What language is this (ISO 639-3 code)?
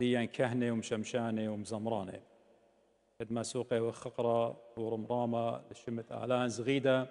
aii